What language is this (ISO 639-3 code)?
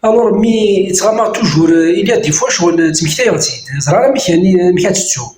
kab